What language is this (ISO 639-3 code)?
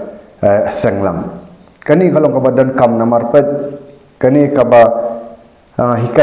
kha